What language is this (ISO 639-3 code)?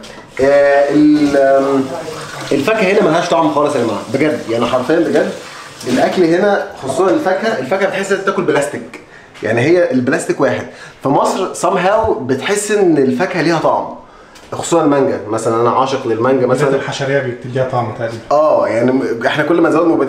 arz